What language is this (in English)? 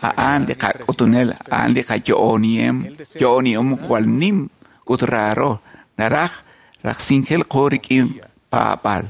Kekchí